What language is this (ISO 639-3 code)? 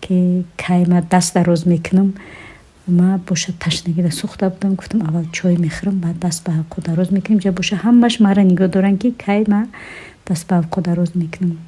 tgk